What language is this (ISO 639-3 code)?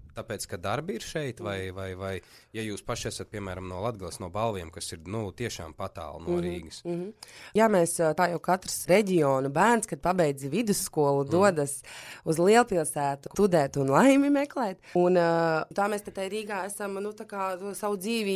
lav